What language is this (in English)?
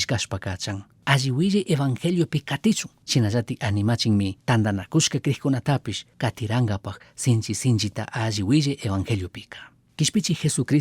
Chimborazo Highland Quichua